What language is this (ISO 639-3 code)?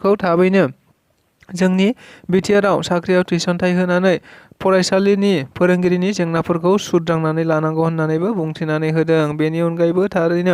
brx